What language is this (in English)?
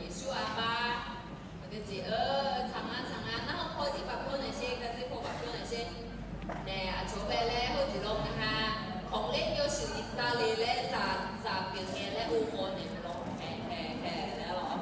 Akha